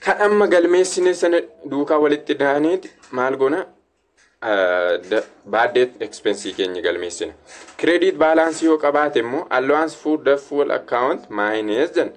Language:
Oromo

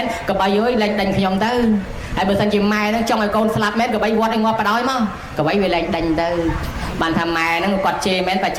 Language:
Khmer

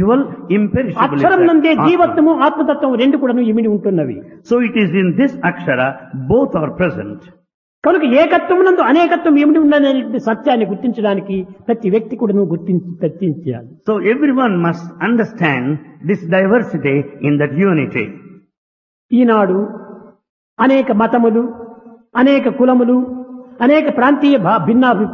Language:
Telugu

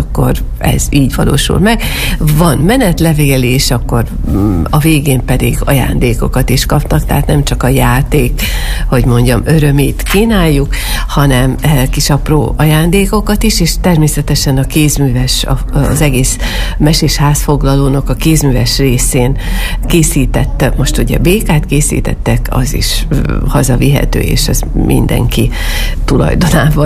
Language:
Hungarian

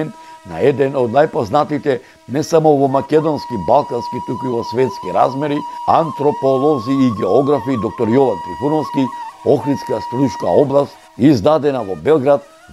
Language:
Macedonian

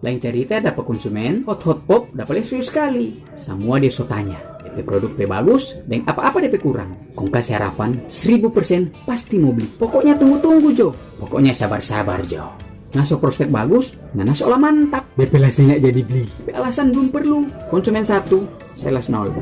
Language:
Manado Malay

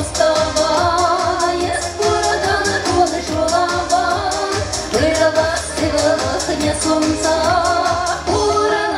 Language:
Chuvash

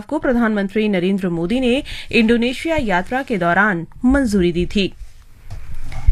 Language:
Hindi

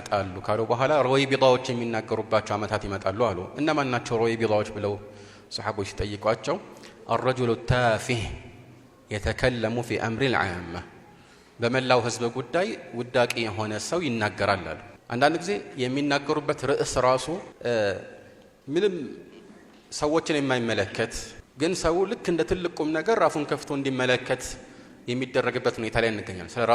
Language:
Amharic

